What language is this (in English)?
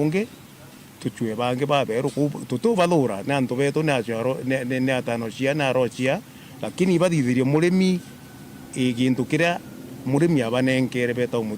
Meru